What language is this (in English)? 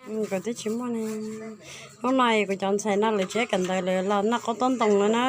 Hmong